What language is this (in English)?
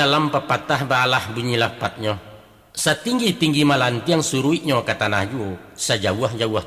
Minangkabau